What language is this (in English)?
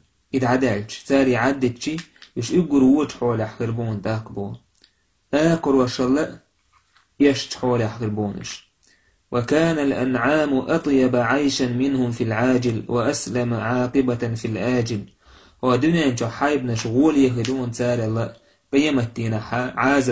Chechen